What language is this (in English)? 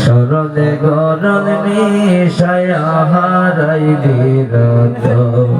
Sylheti